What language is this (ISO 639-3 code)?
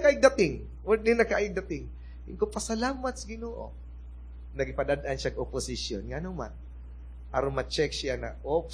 ceb